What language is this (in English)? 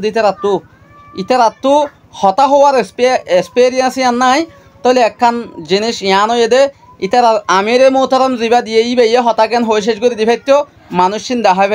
Rohingya